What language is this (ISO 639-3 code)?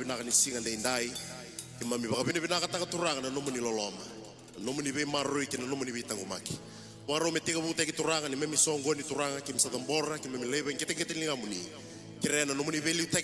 fij